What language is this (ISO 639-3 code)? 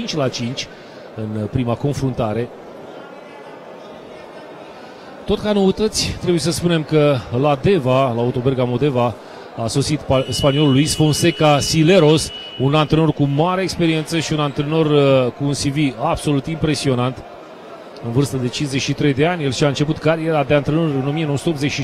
ron